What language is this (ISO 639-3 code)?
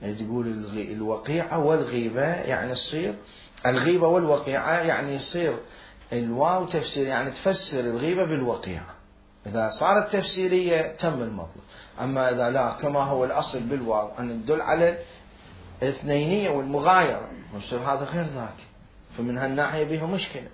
acm